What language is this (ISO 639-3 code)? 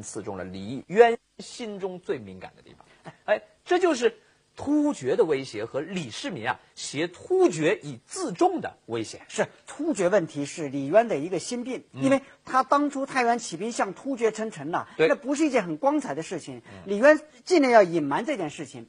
zho